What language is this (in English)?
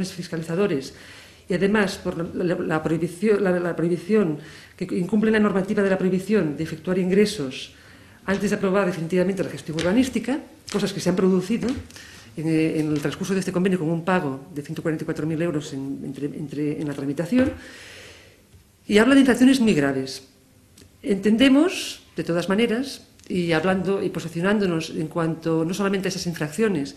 Spanish